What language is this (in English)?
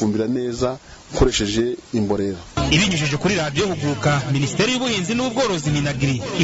Kinyarwanda